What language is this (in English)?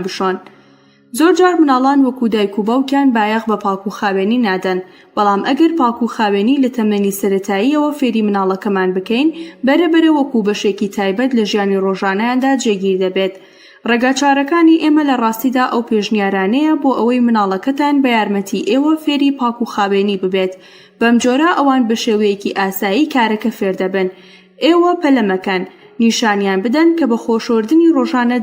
Central Kurdish